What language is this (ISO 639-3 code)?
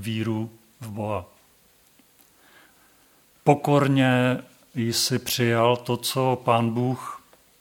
ces